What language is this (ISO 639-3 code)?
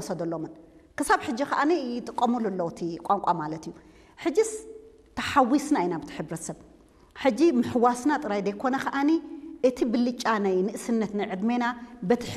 tir